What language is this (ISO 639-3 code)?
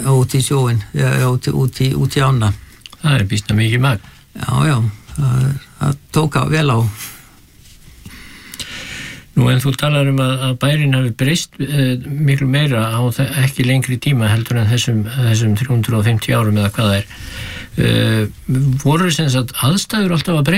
isl